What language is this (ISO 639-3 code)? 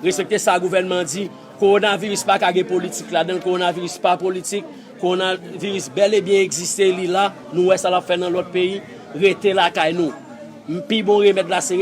hat